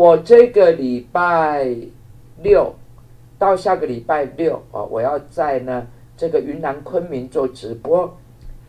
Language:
Chinese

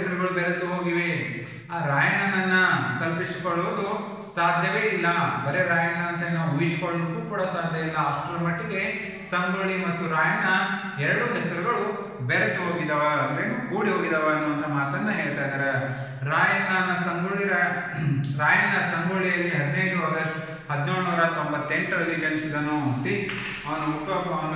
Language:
Kannada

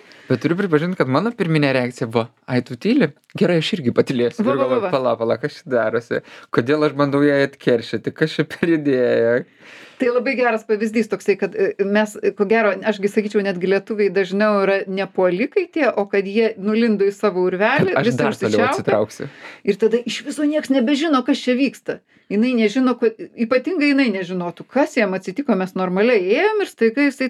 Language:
Lithuanian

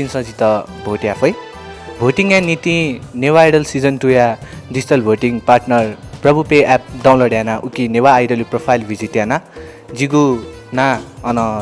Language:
Newari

